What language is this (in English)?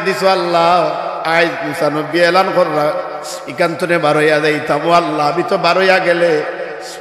Sylheti